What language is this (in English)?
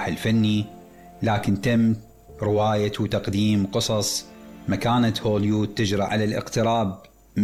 Mesopotamian Arabic